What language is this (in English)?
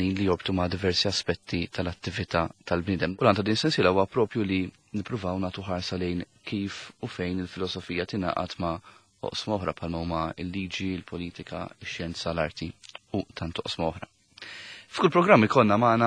Maltese